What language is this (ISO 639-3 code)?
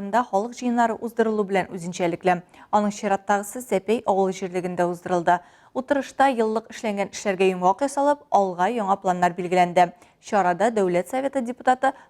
tat